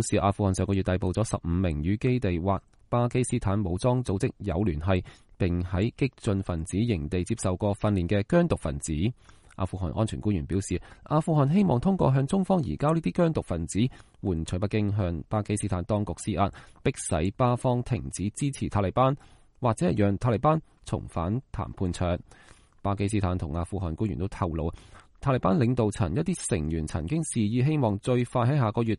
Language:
Cantonese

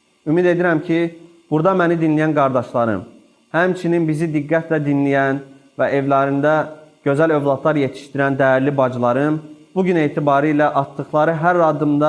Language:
Azerbaijani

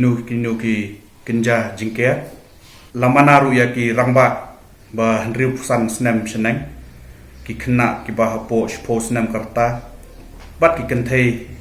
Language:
Khasi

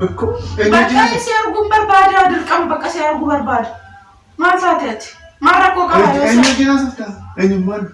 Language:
Oromo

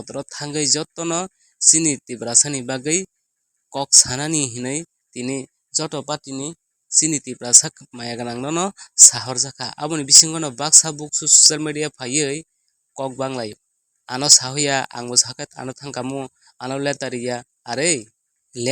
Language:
Kok Borok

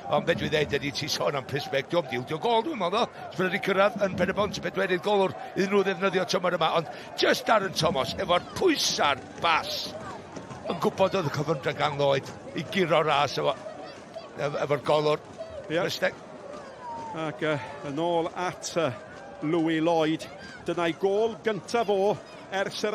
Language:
Welsh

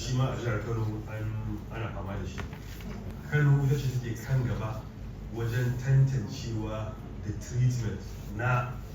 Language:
Hausa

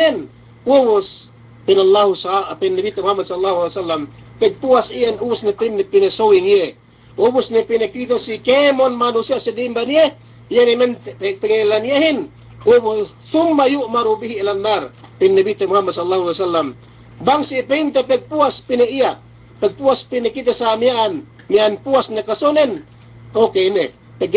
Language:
Yakan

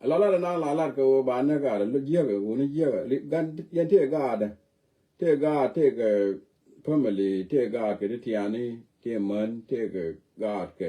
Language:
Nuer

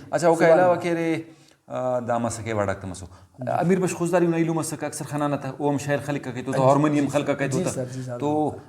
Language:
Brahui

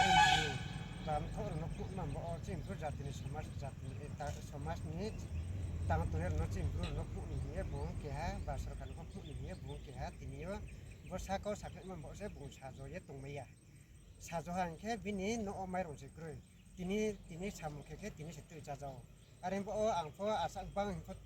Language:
Riang (India)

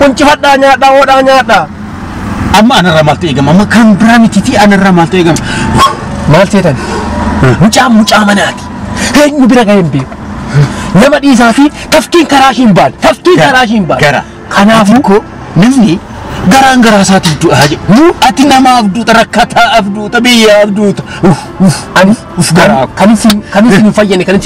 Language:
Oromo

